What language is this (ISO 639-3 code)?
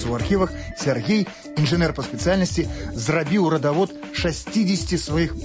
bel